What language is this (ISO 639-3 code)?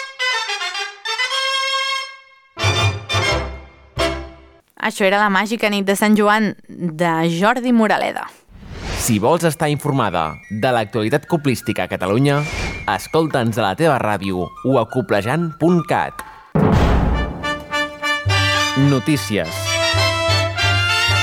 cat